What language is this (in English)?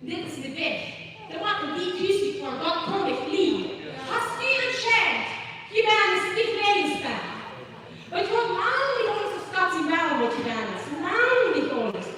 Plautdietsch